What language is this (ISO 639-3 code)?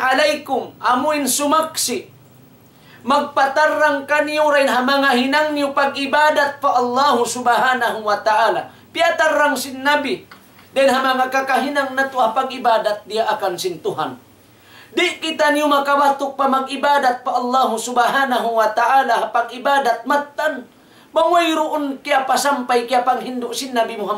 tsg